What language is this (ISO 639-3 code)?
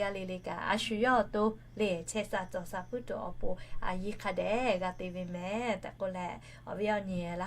lhu